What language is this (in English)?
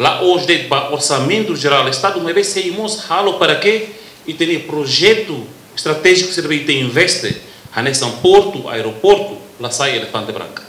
Tetum